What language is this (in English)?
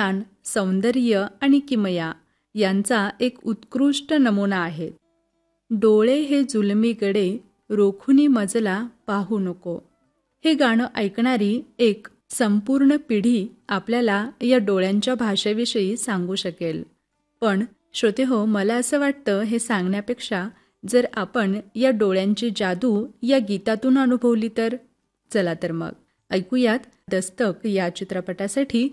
Marathi